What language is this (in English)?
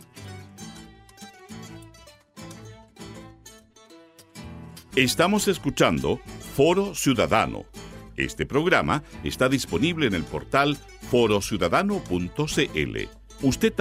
Spanish